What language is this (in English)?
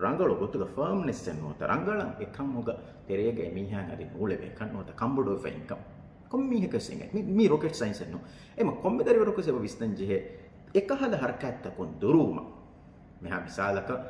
Divehi